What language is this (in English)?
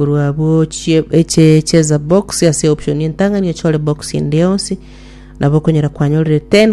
Gusii